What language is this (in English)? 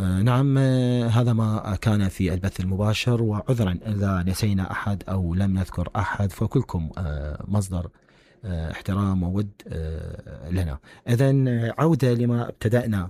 Mesopotamian Arabic